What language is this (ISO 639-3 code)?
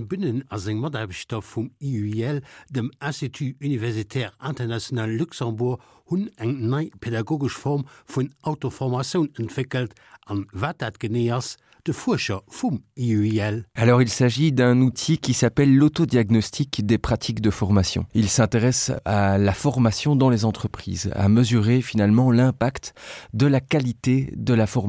ltz